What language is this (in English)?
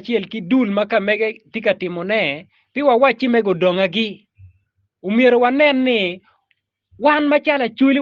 Acoli